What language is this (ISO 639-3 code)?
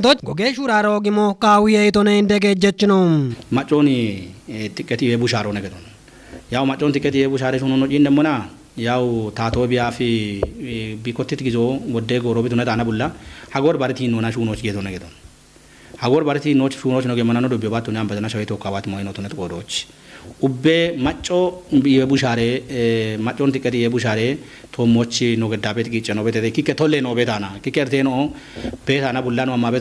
kbr